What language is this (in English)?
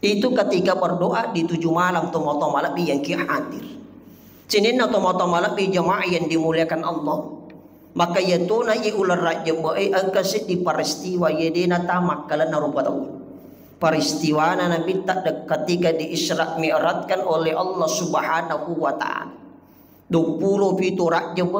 Buginese